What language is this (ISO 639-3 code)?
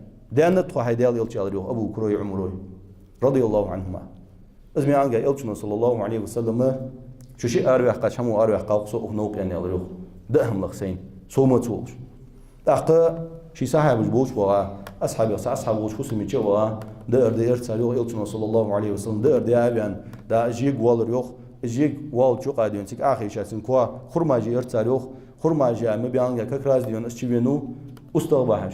inh